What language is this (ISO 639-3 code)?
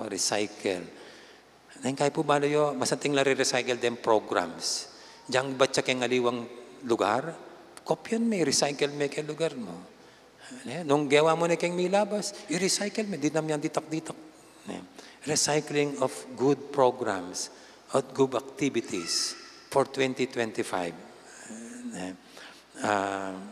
pam